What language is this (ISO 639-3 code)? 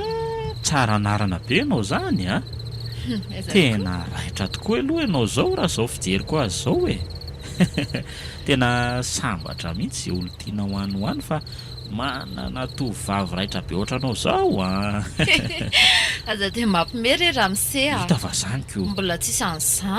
mlg